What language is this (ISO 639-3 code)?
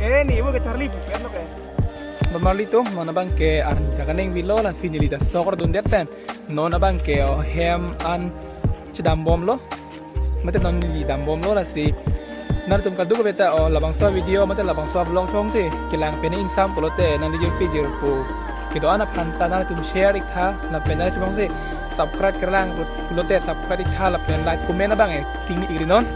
mjw